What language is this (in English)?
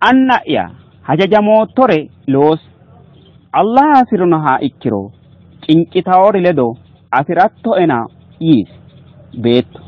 Sidamo